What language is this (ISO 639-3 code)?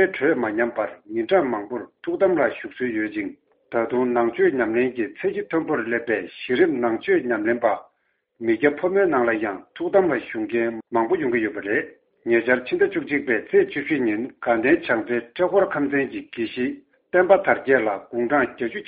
bod